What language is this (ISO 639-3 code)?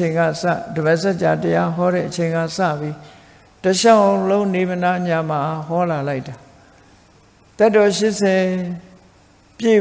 mya